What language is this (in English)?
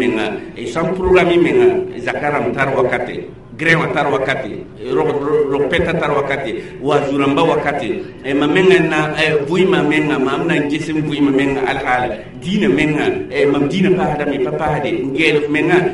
Mossi